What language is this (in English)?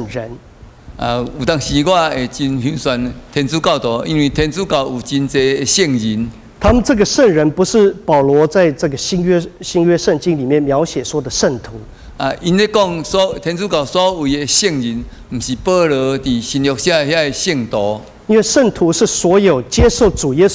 Min Nan Chinese